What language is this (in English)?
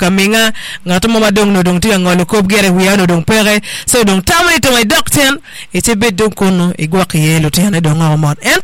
Acoli